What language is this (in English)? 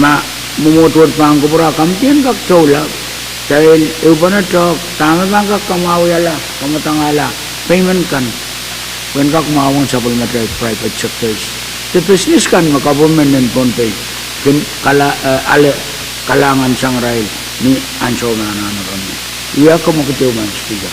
Pohnpeian